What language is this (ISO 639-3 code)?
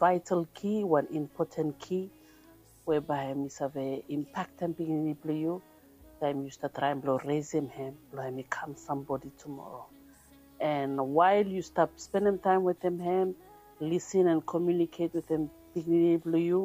bis